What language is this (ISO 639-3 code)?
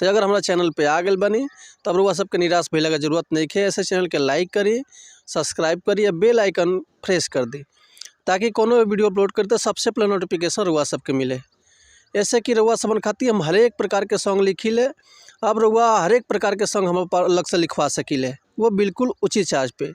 bho